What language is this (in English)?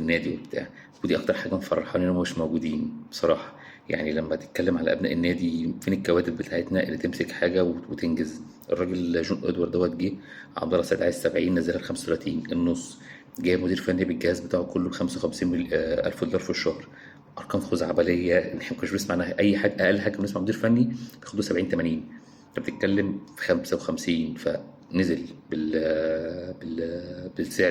Egyptian Arabic